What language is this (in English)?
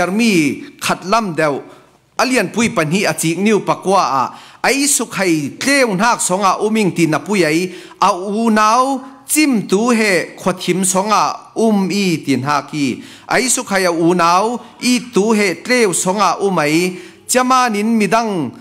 Falam Chin